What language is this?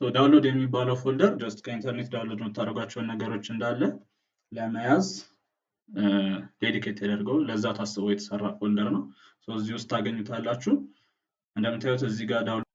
Amharic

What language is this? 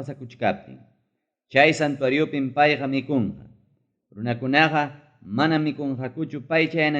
Ayacucho Quechua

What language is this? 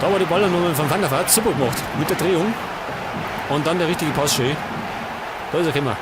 Bavarian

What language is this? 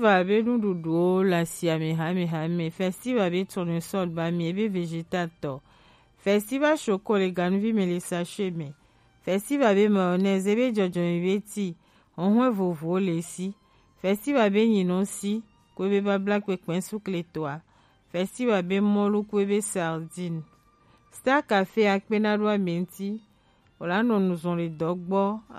Gen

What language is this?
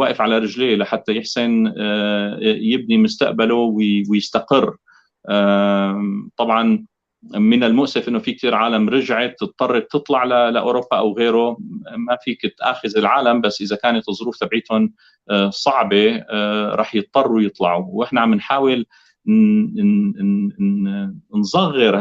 North Levantine Arabic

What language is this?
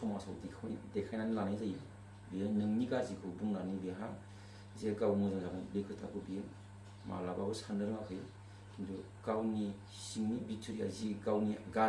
Bodo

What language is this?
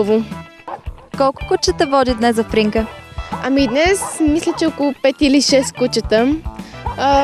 Bulgarian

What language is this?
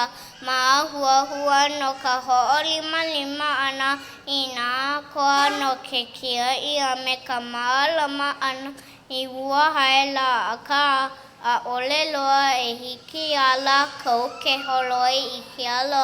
Hawaiian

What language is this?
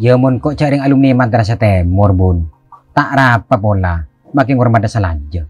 Madurese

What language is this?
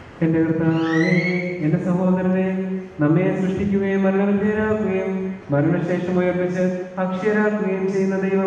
Malayalam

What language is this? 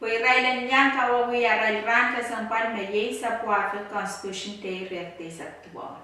Pohnpeian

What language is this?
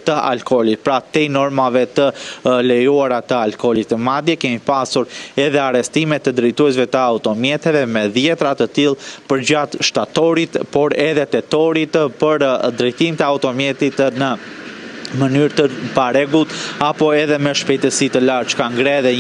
Albanian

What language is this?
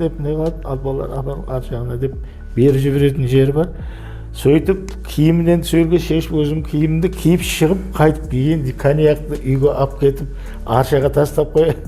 Kara-Kalpak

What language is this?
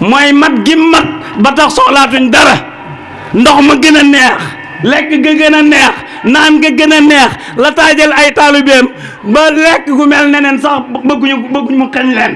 Wolof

